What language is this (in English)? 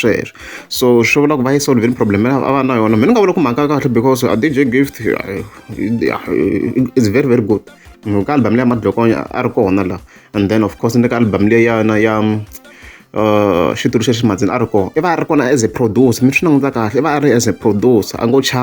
Tsonga